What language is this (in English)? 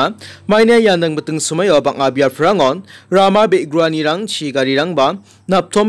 Garo